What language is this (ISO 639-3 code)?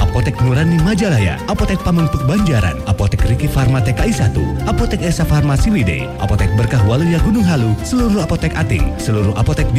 ind